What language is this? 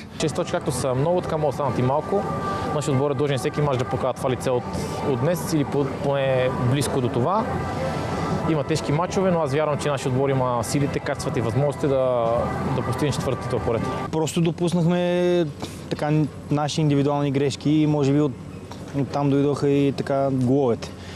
Bulgarian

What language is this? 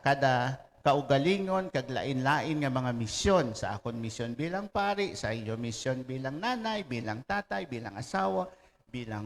Hiligaynon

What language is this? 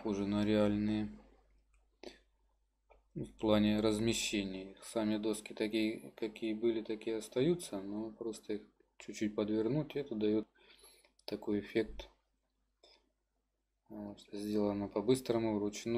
Russian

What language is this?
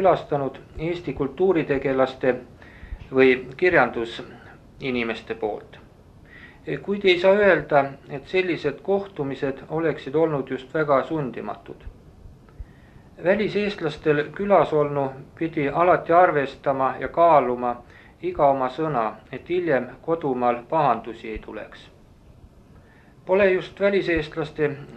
Estonian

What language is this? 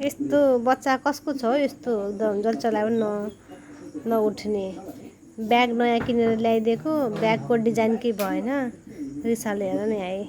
Nepali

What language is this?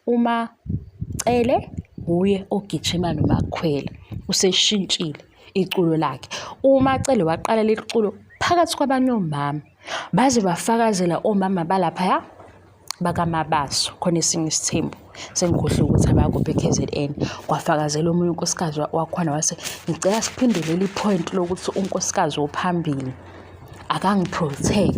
Zulu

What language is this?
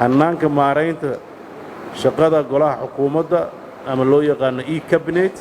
Somali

